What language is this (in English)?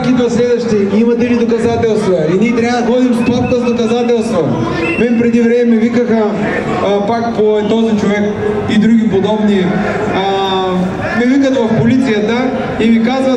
Bulgarian